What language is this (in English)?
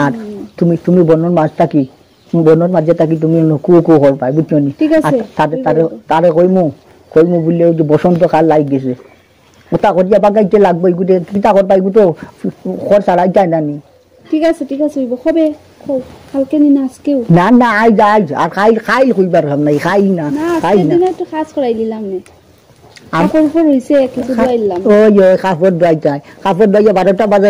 Sylheti